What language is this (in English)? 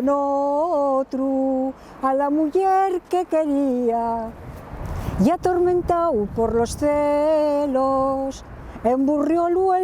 Asturian